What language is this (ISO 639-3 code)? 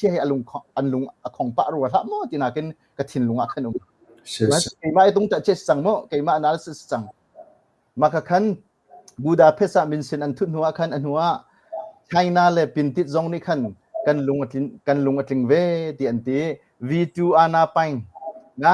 cnh